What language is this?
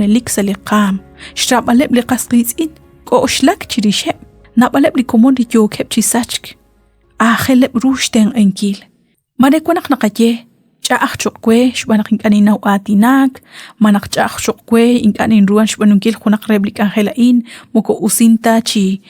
Kekchí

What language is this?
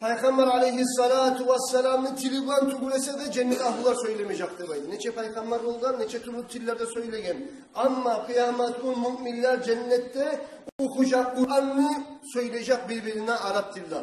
Kumyk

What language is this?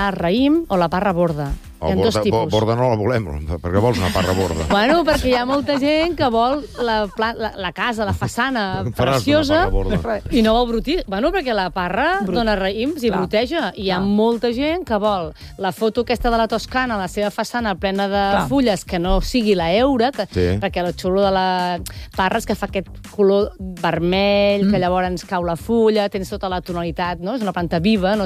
Catalan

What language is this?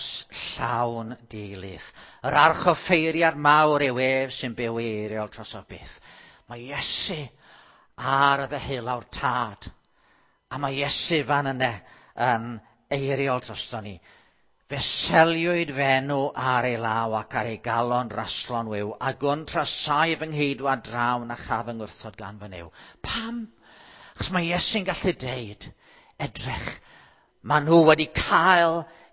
Welsh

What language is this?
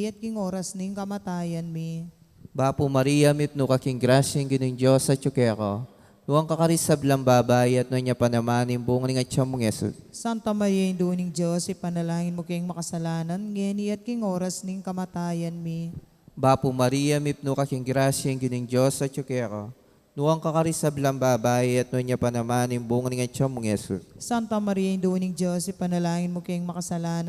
Pampanga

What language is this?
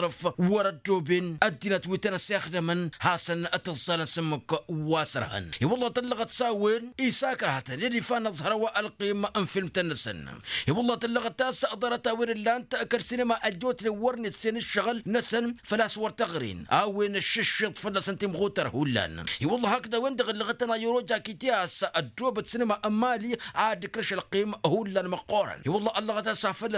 Tamasheq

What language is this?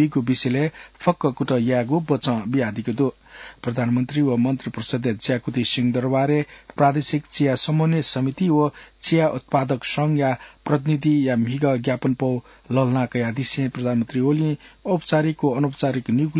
Newari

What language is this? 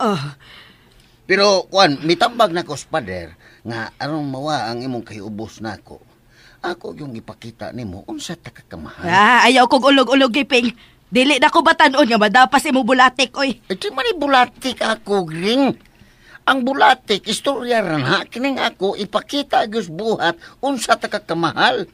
Cebuano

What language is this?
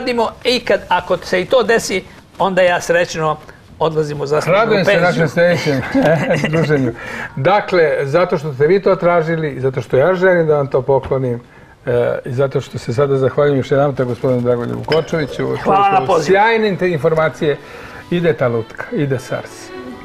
Serbian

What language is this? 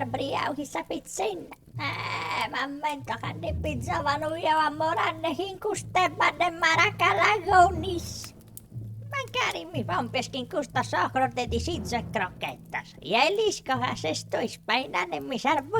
Sardinian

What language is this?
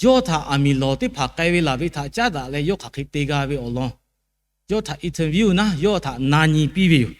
Lahu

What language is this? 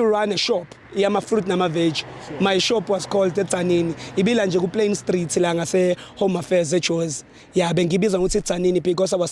Zulu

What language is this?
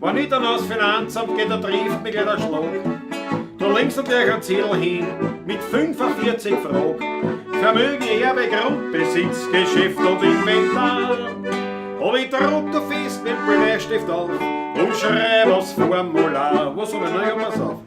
Bavarian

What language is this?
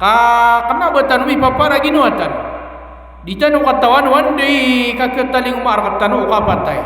Maranao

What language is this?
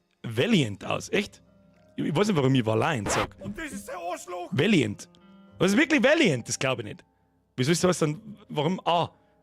Bavarian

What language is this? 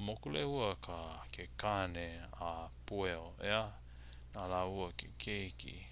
Hawaiian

